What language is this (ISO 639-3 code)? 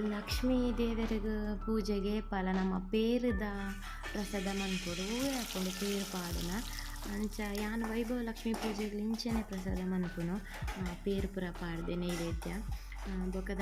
tcy